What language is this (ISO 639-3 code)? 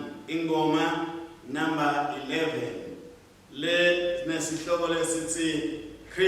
ssw